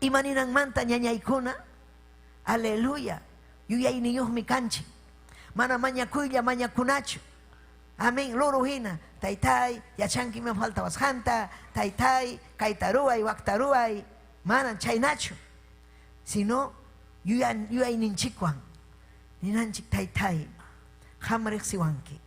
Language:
Ayacucho Quechua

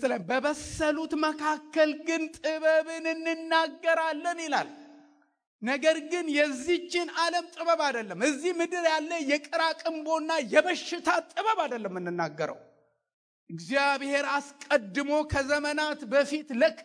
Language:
Amharic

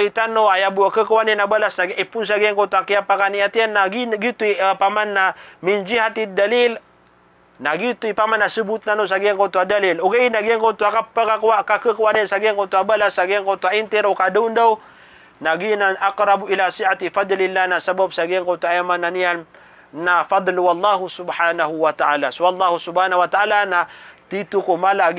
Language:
Maranao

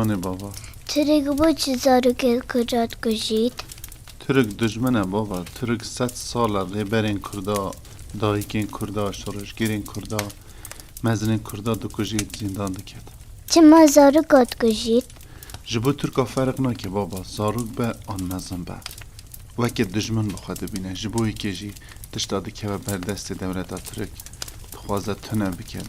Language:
Kurdish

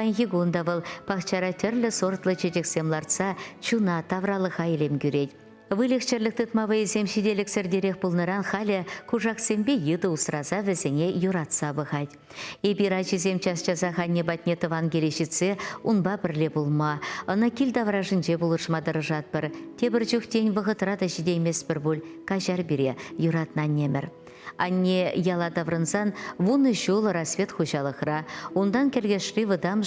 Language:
Chuvash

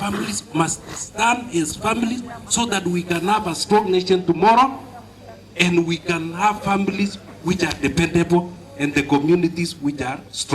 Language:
Meru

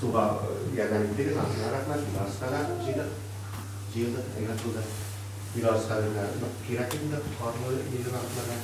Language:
Tatar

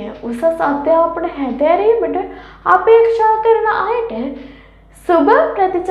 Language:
Sinhala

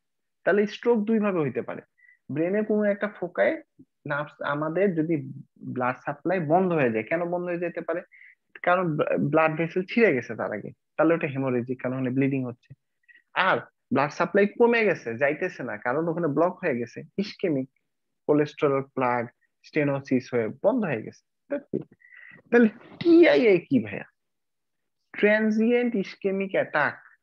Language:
Bangla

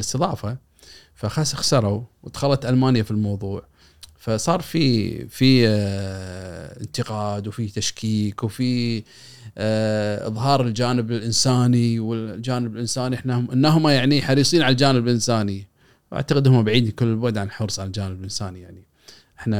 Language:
Gulf Arabic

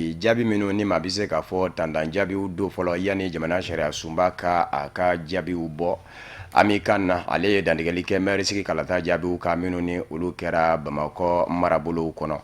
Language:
Bambara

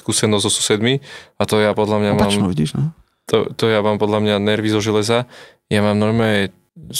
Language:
Slovak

